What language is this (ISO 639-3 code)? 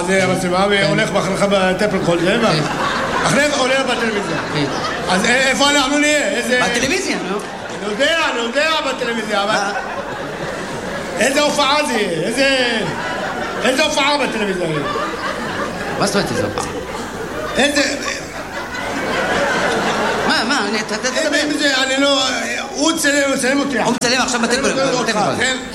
heb